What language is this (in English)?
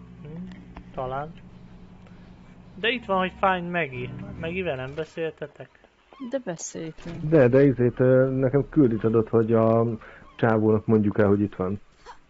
Hungarian